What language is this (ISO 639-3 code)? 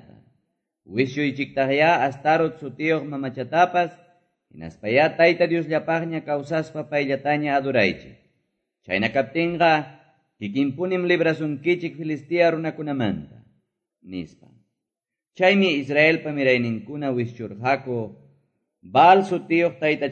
que